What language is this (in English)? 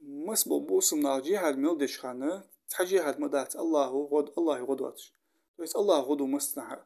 Ingush